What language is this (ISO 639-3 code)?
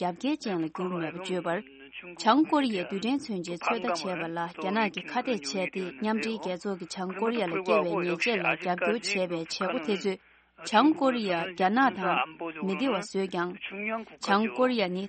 bod